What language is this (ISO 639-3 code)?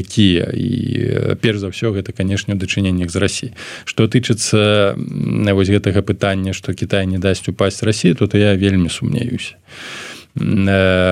bel